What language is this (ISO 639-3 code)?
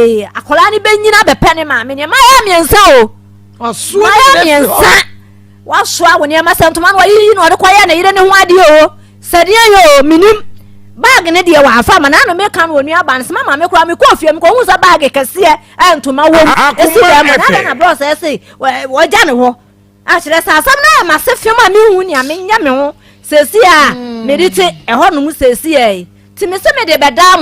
aka